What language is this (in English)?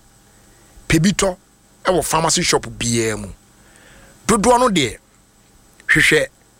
Akan